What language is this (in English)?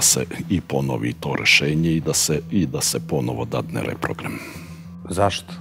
Bosnian